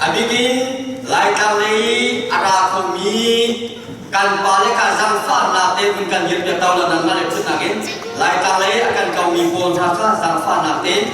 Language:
Falam Chin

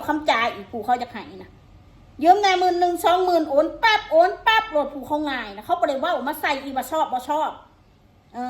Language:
Northeastern Thai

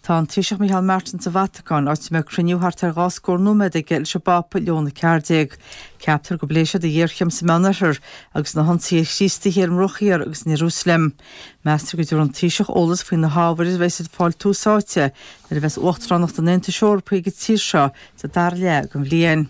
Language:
Irish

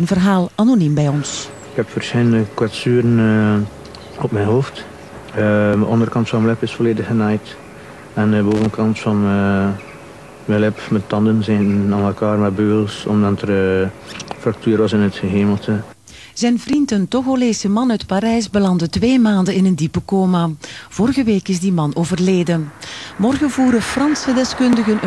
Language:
Dutch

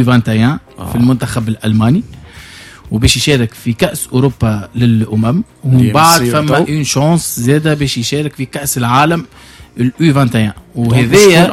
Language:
Tunisian Arabic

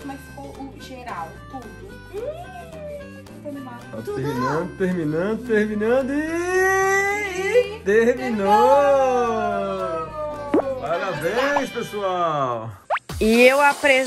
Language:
Portuguese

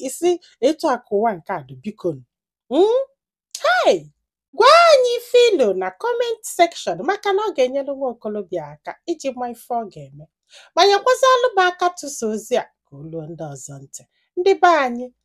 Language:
Igbo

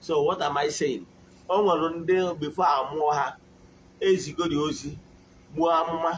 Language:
Igbo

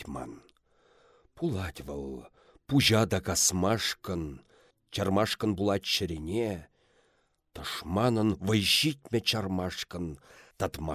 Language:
Chuvash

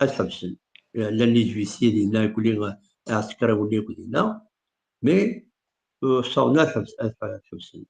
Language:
Kabyle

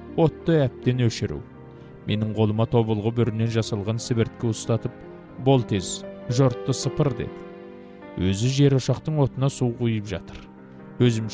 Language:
Kazakh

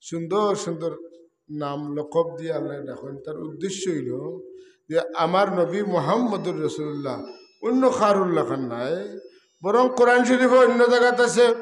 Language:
Sylheti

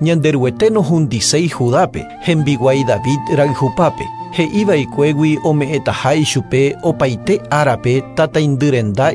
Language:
Guarani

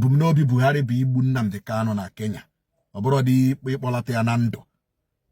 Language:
Igbo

